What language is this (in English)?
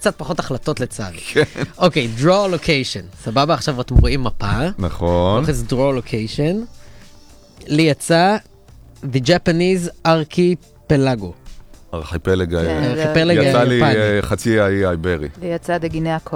Hebrew